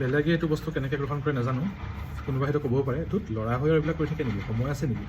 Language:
Assamese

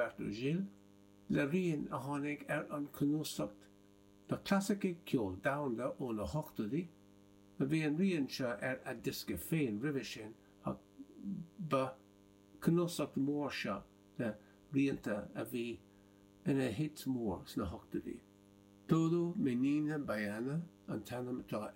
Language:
Irish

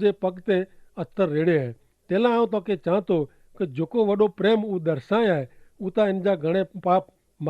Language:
Kachhi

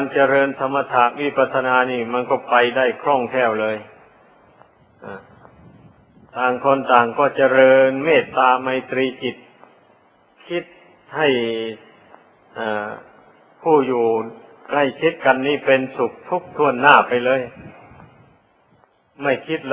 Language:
Thai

